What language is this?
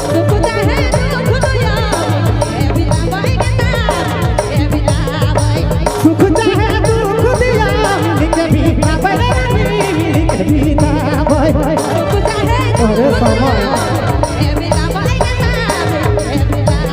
Sadri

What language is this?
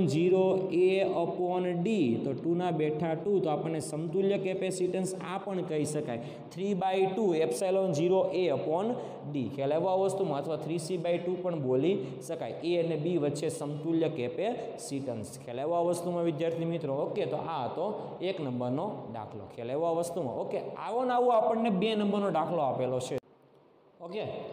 Gujarati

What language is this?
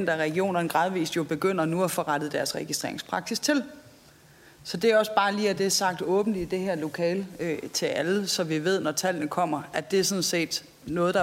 Danish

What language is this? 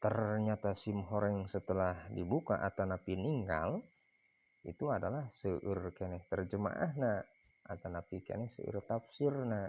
Sundanese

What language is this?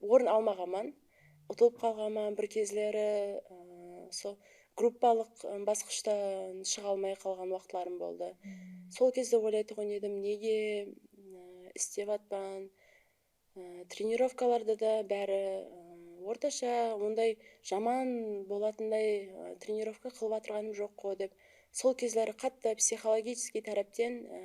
Kara-Kalpak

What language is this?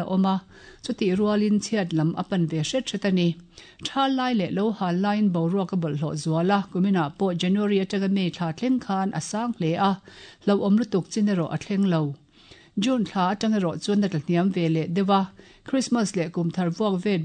Mizo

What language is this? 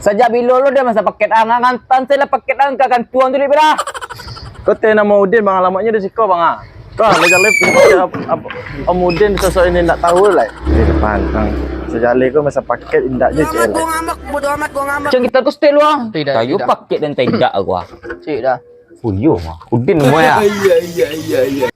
Minangkabau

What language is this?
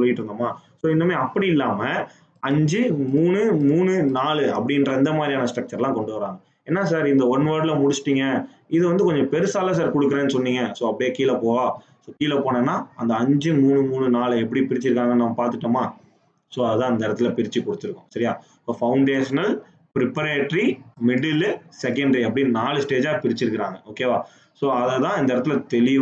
Tamil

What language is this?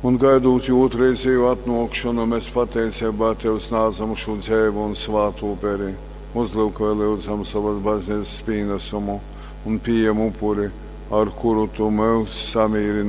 Latgalian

